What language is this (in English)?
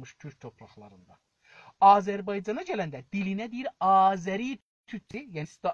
South Azerbaijani